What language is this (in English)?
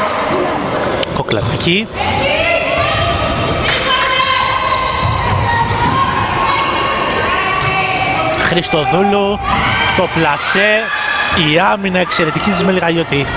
Greek